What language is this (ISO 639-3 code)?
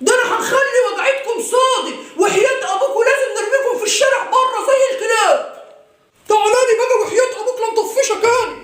arz